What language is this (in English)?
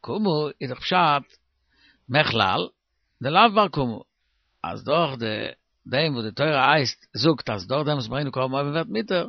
Yiddish